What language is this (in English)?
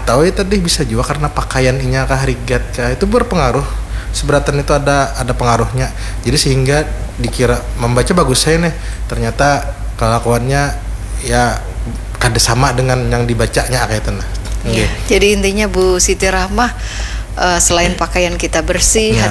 Banjar